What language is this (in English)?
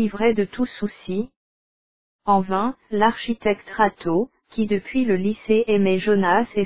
French